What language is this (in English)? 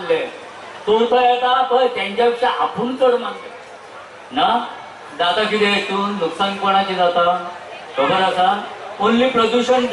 Konkani